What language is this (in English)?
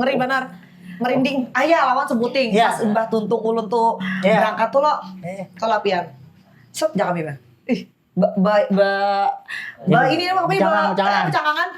Banjar